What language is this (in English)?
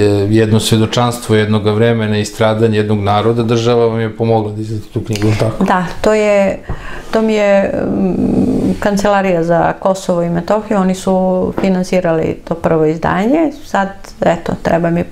Serbian